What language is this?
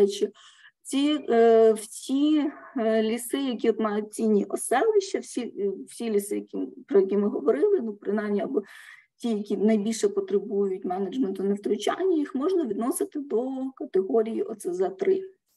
Ukrainian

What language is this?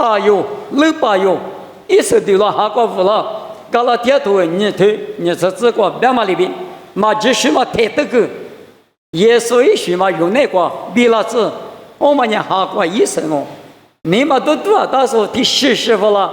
Lisu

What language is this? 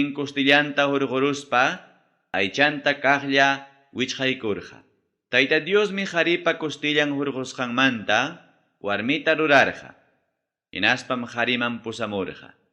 Ayacucho Quechua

